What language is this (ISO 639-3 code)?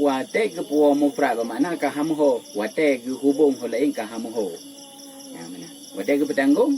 ace